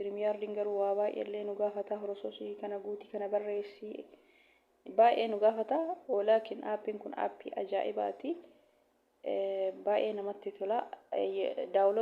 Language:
Oromo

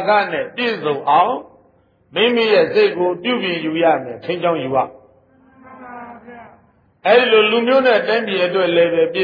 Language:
Burmese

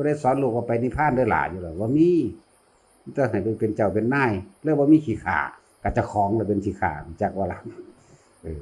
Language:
Northeastern Thai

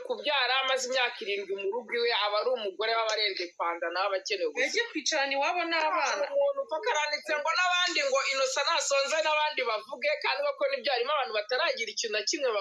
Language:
Kinyarwanda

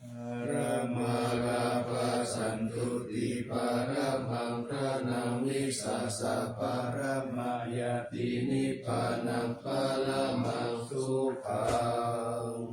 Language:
Pali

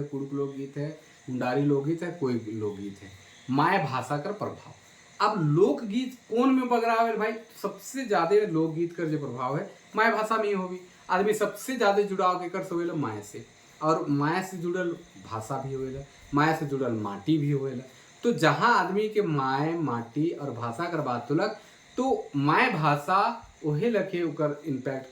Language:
Sadri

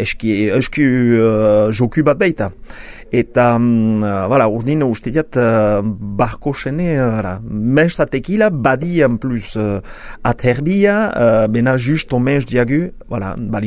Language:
Basque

